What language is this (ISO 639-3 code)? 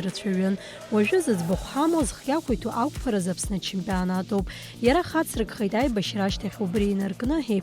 abk